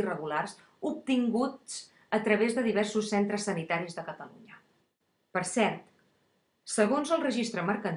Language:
Catalan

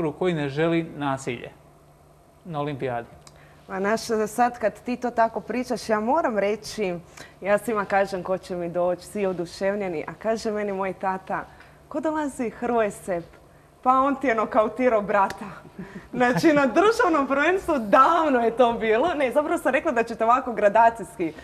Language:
Croatian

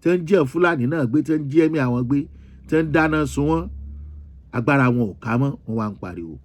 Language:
Yoruba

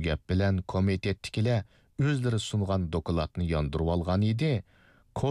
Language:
Uyghur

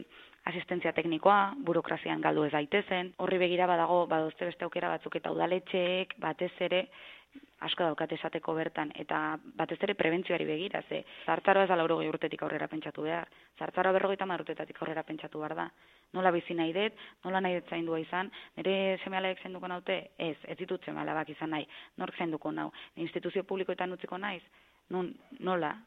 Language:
Basque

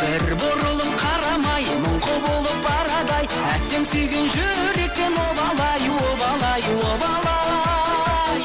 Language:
Kara-Kalpak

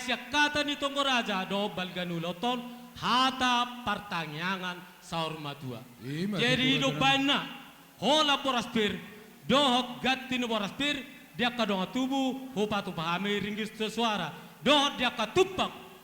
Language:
Batak Toba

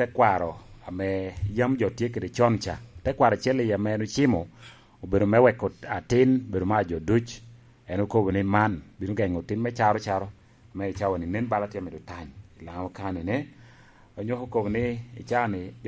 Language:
Lango (Uganda)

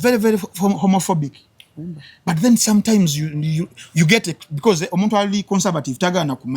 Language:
Ganda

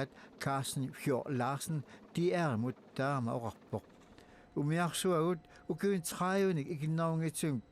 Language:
Kalaallisut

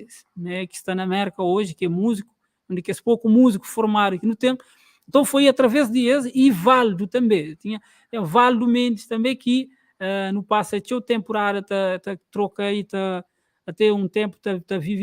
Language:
Kabuverdianu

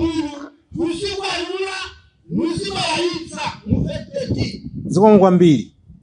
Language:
Nyanja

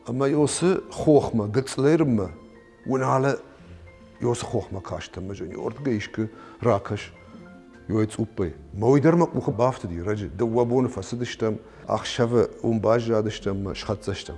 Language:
Ossetic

